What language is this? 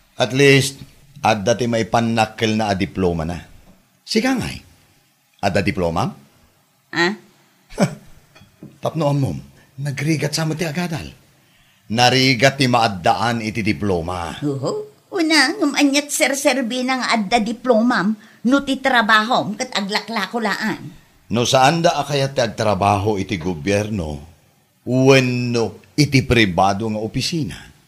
Iloko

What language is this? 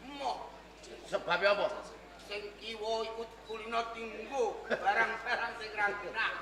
Javanese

